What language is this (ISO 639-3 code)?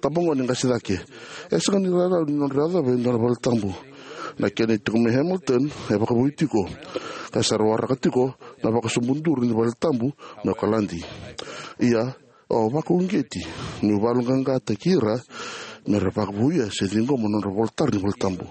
fij